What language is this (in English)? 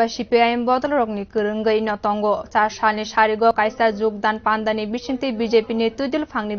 Kok Borok